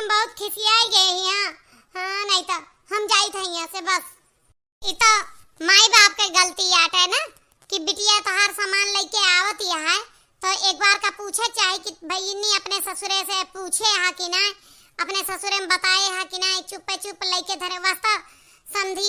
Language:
Awadhi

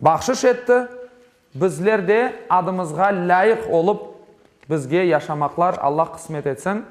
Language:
Crimean Tatar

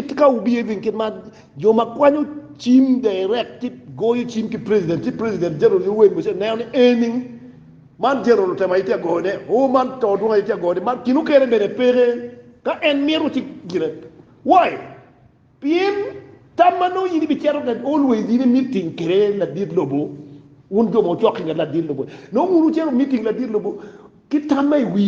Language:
Acoli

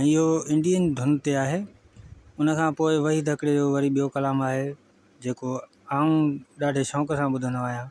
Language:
Sindhi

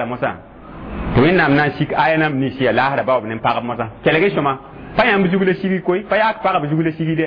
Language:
Mossi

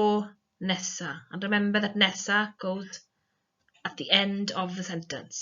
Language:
Welsh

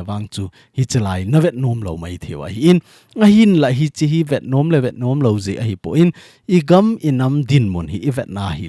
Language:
Thado Chin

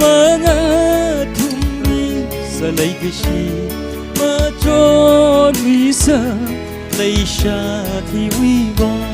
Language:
Tangkhul Naga (India)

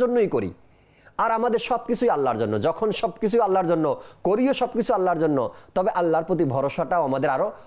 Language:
Bangla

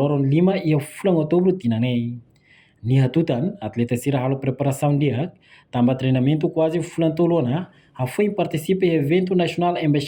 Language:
Tetum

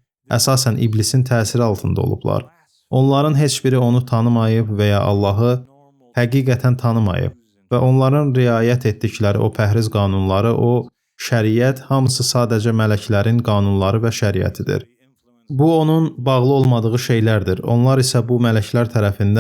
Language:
Azerbaijani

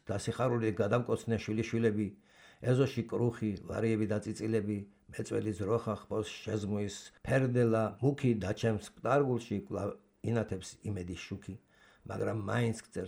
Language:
Georgian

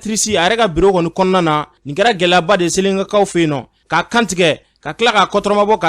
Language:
Bambara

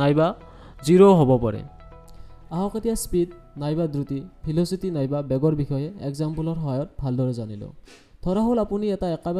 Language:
Assamese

